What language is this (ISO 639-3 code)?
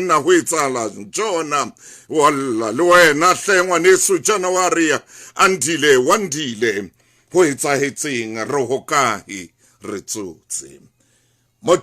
sot